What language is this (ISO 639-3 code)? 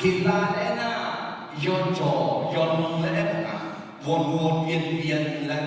ahk